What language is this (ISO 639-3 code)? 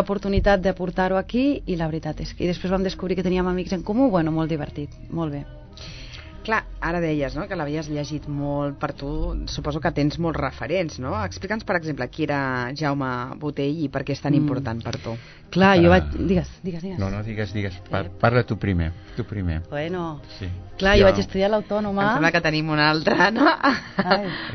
cat